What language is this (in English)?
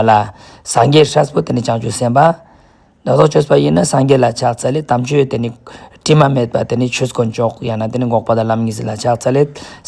Ladakhi